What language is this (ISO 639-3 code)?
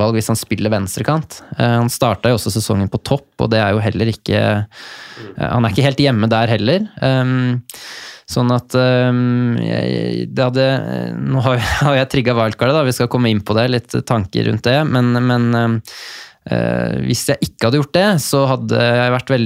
nor